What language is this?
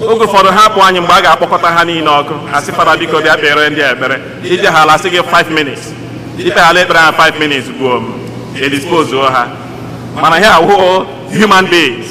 Igbo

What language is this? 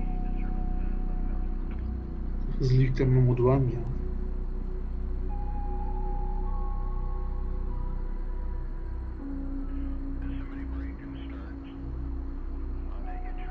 Turkish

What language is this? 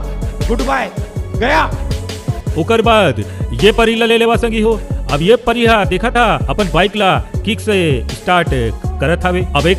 Chhattisgarhi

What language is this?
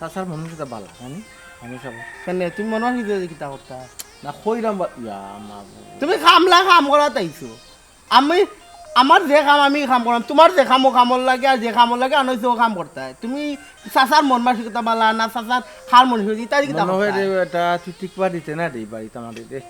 Sylheti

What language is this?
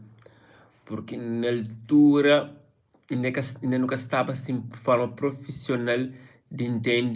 Kabuverdianu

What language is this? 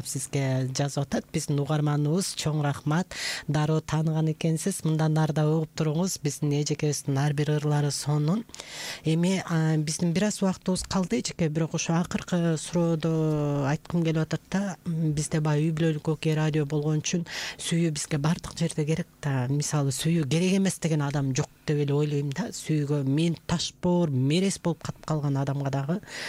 Kyrgyz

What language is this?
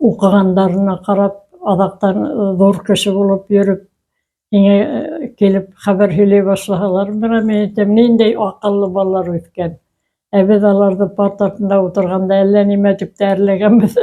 Bashkir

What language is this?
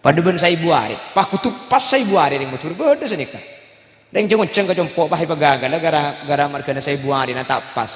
Madurese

